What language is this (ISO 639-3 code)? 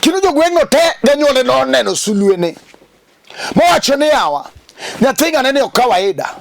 luo